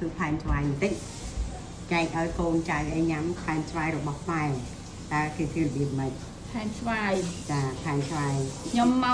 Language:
Khmer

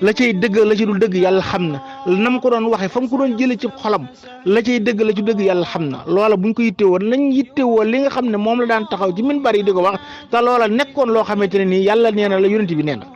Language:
Wolof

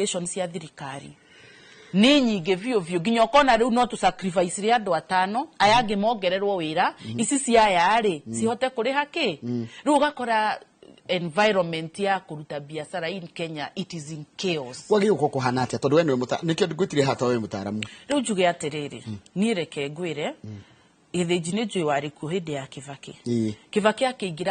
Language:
Kikuyu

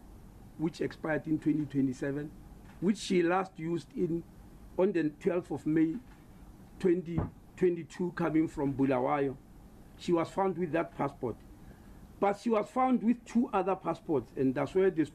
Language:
English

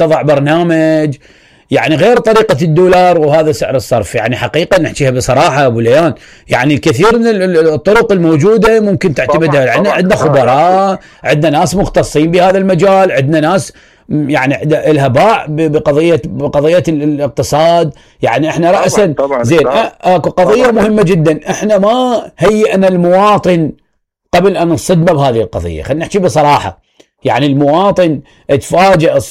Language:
Mesopotamian Arabic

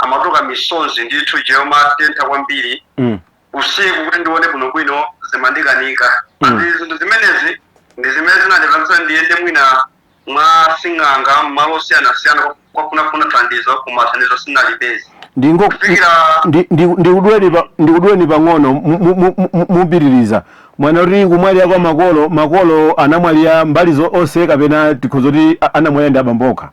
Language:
Nyanja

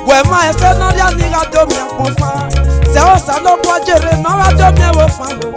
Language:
Esan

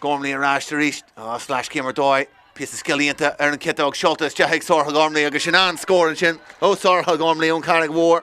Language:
Irish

